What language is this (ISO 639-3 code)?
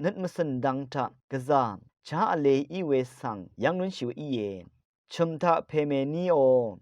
raw